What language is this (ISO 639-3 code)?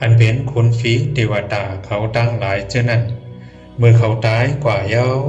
shn